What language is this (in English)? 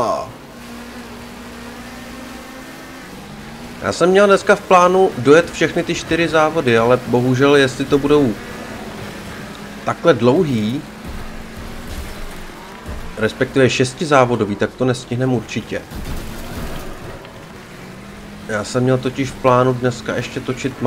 Czech